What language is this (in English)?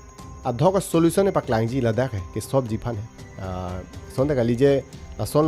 Karbi